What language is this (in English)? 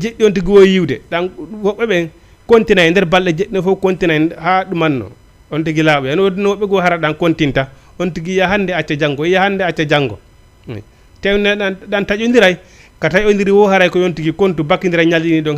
Fula